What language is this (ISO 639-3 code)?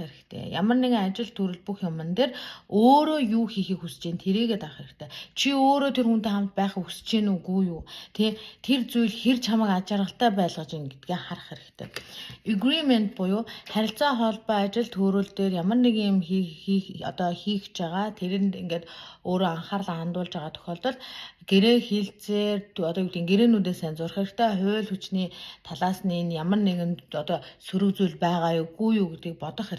mon